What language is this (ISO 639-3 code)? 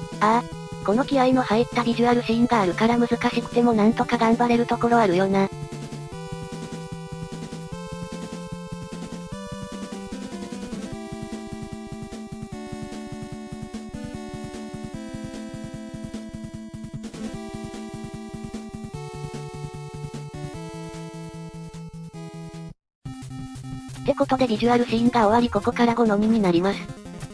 jpn